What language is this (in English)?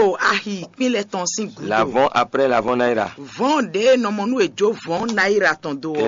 Fon